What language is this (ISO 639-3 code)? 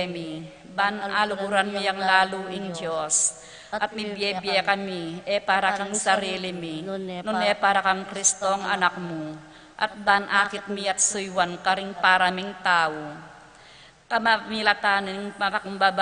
pam